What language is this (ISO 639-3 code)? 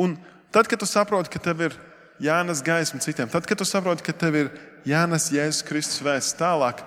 lav